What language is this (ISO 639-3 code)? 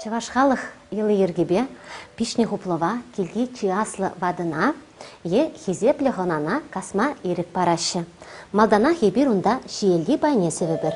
chv